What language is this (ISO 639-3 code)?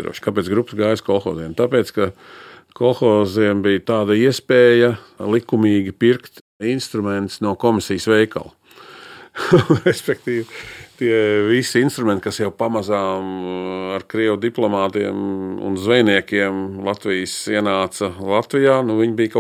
lav